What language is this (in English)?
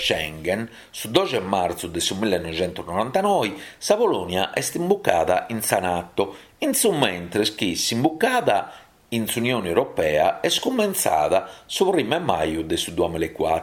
Sardinian